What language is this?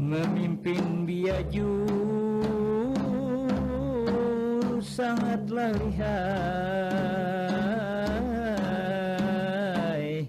Banjar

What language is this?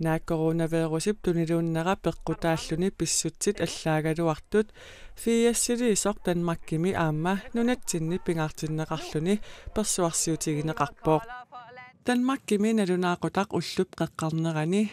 Kalaallisut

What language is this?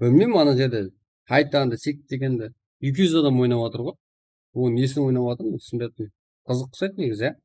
Kara-Kalpak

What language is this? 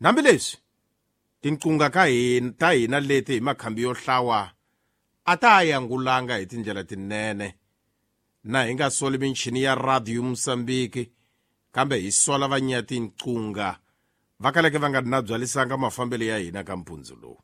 Tsonga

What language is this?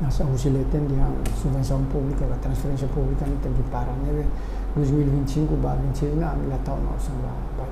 Tetum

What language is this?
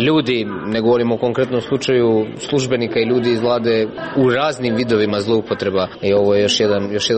Serbian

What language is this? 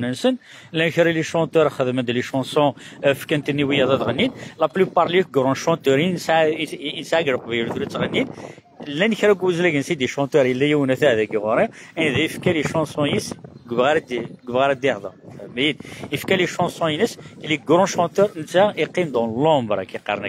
Kabyle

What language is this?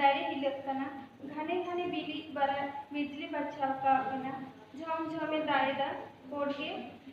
Santali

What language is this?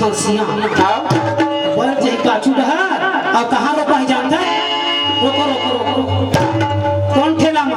Chhattisgarhi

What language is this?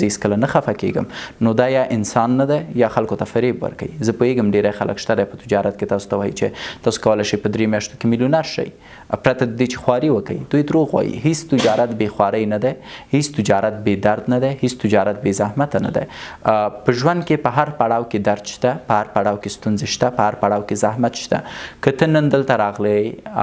Pashto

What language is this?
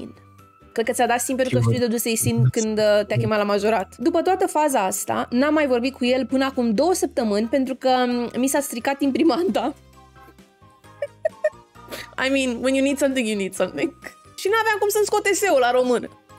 Romanian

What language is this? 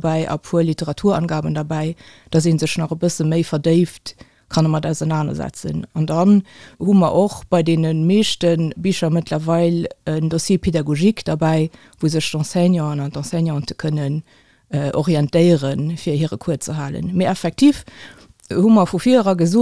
Luxembourgish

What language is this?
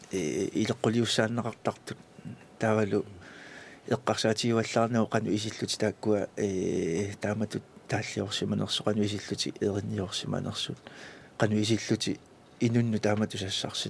Kalaallisut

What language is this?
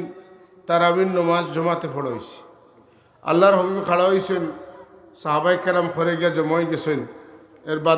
Sylheti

